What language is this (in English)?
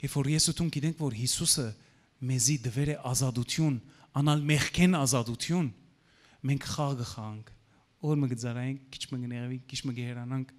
Western Armenian